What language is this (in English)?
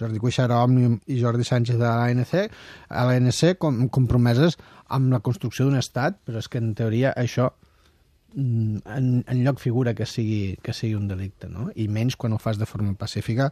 Catalan